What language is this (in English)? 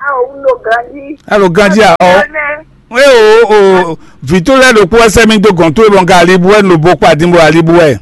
Fon